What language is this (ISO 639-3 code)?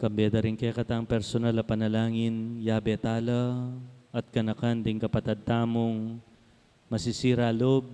pam